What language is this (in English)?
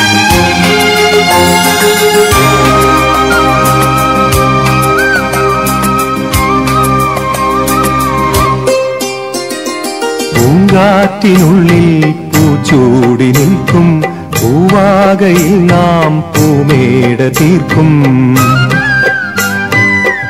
Malayalam